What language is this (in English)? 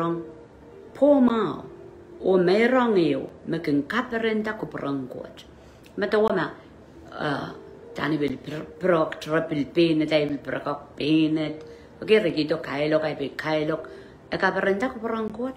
Pohnpeian